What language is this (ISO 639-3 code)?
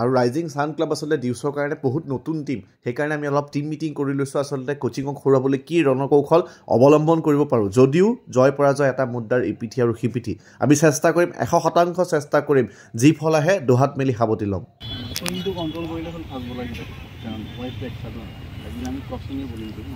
asm